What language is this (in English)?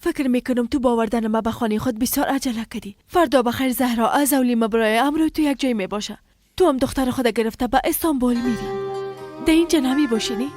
Persian